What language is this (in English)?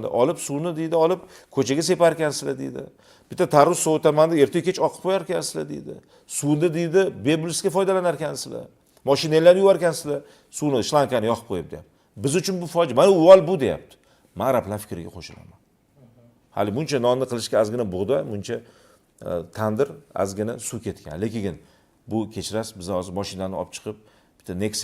Uzbek